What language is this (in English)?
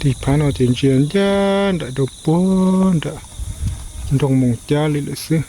Hmong